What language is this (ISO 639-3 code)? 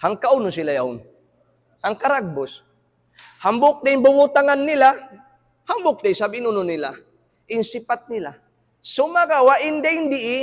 tsg